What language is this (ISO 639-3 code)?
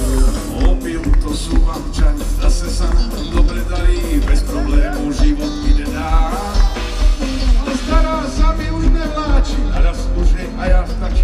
slk